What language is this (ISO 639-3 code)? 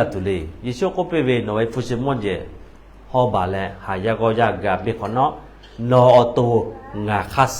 lhu